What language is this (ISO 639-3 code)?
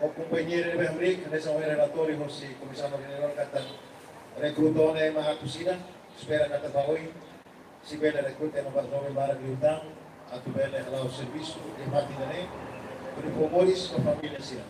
tet